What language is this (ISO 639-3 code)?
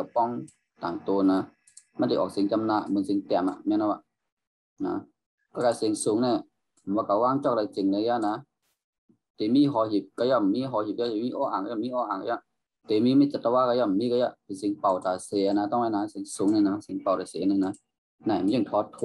shn